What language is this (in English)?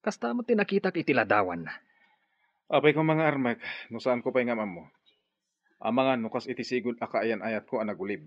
Iloko